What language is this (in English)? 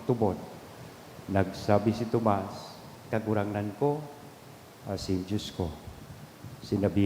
Bikol